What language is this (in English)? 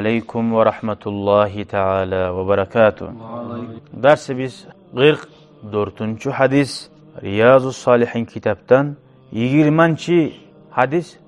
Kumyk